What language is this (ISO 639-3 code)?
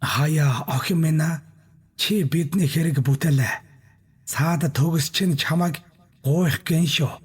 mon